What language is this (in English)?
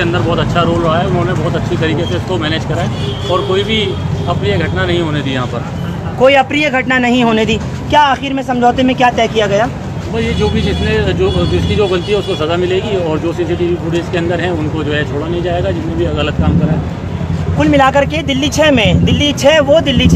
Hindi